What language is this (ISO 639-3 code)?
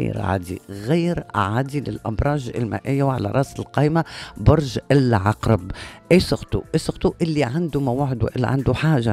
aeb